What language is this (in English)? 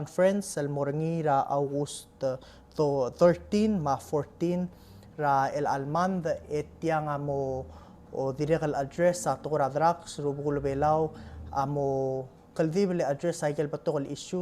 Palauan